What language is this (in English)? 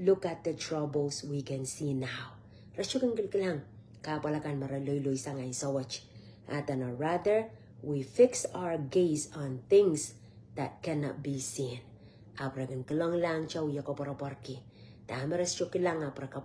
Pohnpeian